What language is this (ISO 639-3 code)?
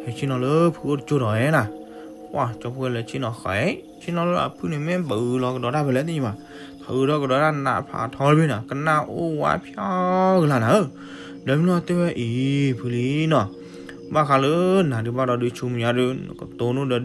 ksw